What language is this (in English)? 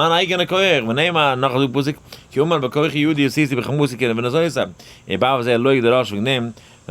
Yiddish